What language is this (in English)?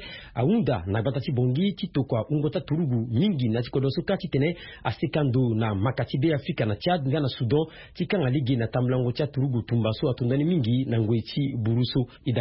Sango